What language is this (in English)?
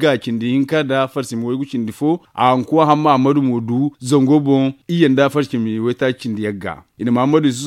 Zarma